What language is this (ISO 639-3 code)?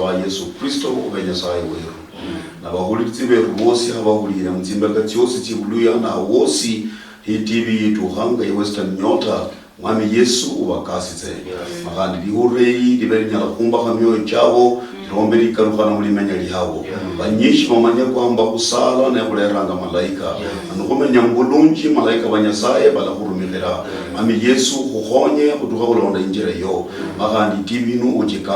luy